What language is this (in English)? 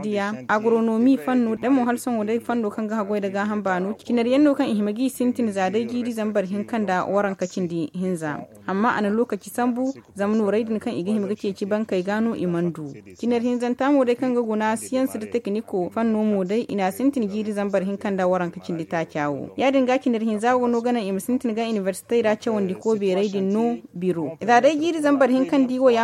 Zarma